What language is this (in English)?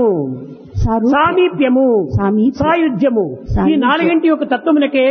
Telugu